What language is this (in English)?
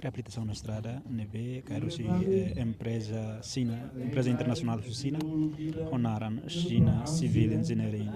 Tetum